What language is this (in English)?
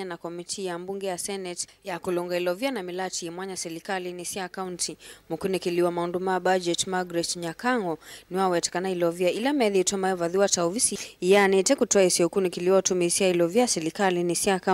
Kamba